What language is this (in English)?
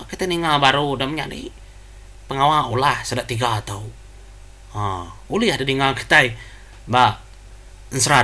Iban